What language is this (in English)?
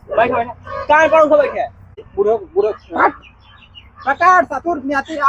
Awadhi